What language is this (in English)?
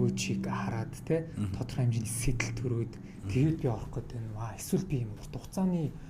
Mongolian